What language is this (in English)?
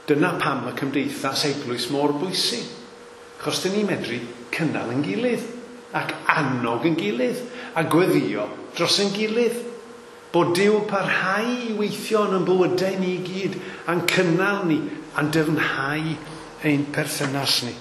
Welsh